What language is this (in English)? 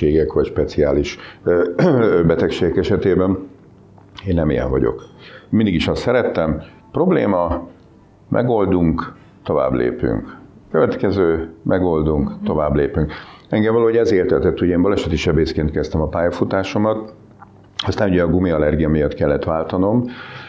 Hungarian